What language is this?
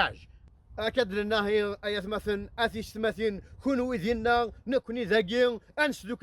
Kabyle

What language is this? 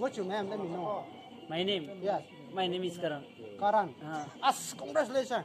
Jamaican Creole English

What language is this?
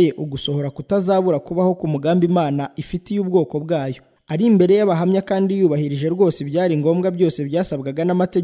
Kinyarwanda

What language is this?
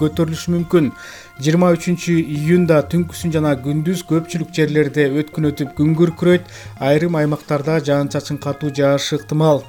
Kyrgyz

